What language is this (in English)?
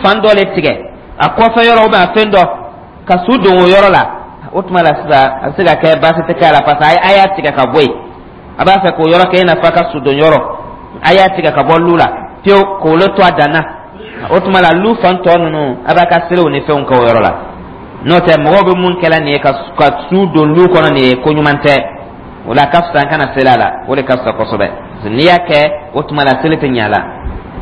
Dyula